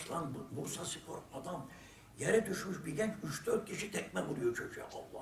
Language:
Turkish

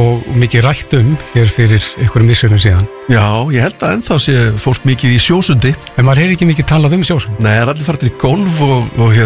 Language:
Icelandic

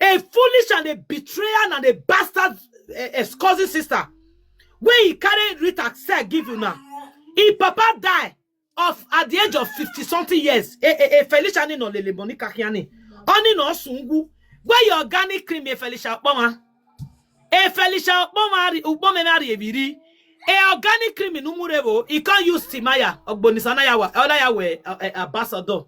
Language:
Nigerian Pidgin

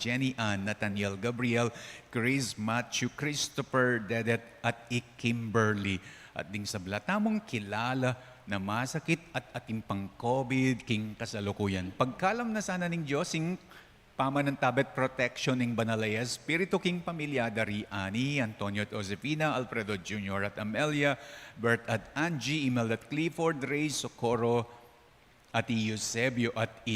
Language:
Pampanga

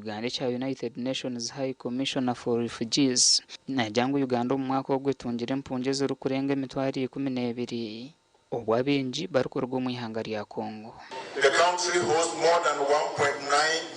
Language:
Nyankole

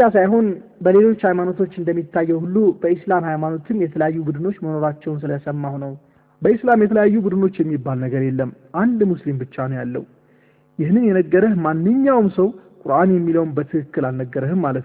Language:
Amharic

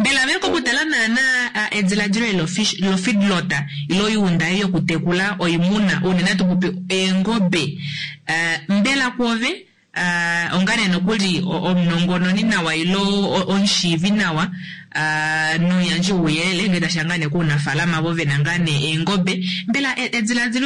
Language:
Kuanyama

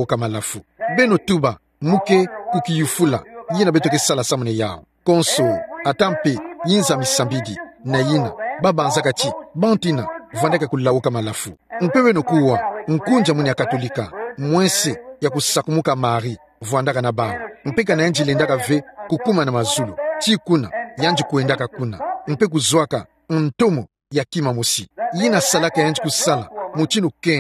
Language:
Kituba (Democratic Republic of Congo)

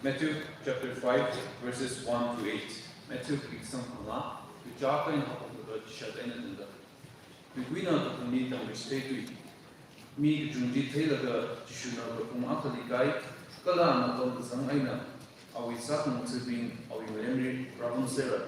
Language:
Tangkhul Naga (India)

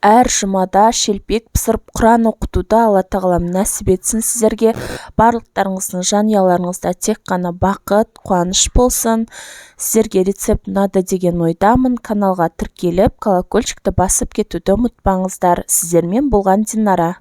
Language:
Kazakh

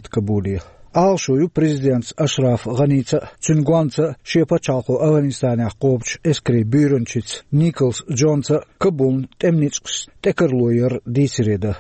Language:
Chechen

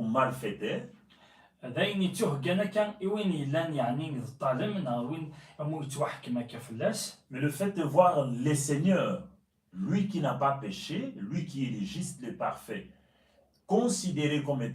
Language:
Kabyle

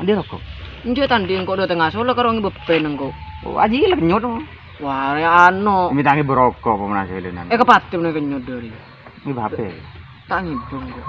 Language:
Madurese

